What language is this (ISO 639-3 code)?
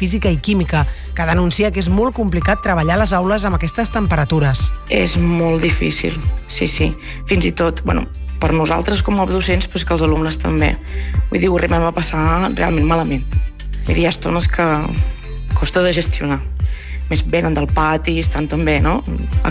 cat